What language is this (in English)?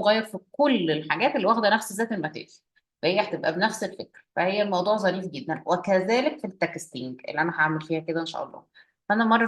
Egyptian Arabic